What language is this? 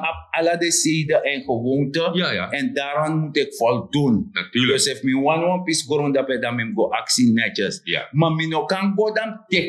Sranan Tongo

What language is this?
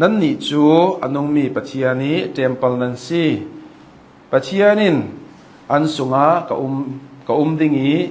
Hakha Chin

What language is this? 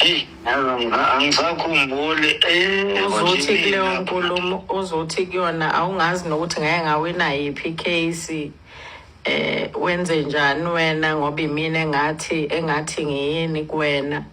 Zulu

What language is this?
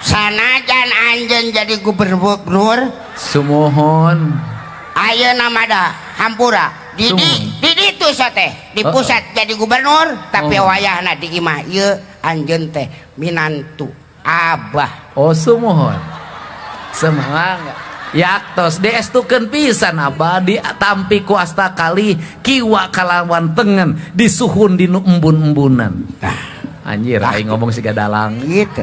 Sundanese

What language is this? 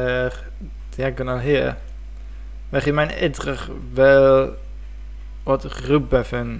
Welsh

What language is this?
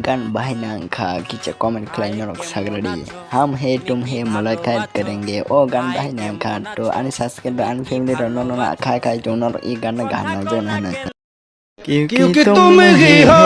Kok Borok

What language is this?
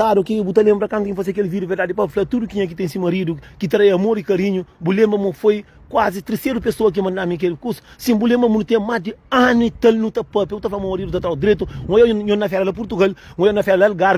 Kabuverdianu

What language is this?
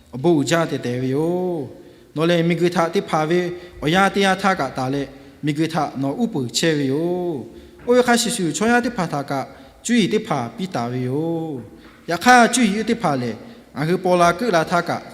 Lahu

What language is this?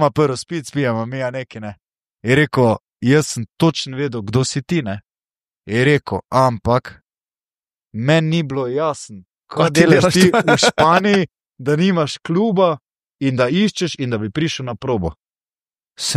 Slovenian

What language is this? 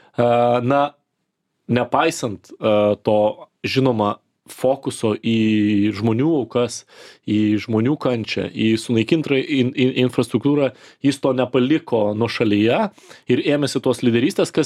Lithuanian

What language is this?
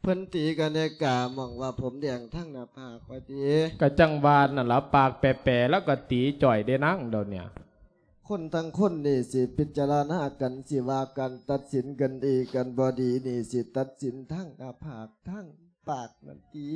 Lao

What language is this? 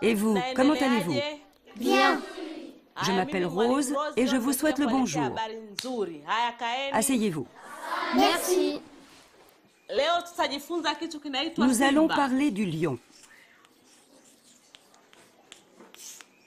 French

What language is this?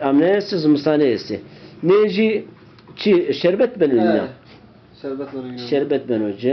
Zaza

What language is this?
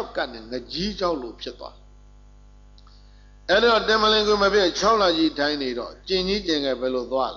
Burmese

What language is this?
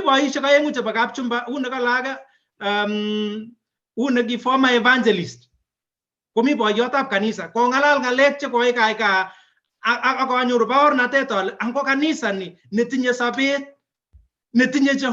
Kalenjin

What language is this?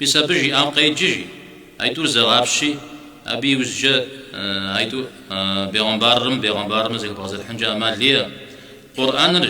Kabardian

